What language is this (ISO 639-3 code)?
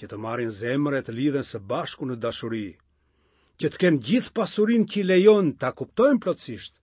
sqi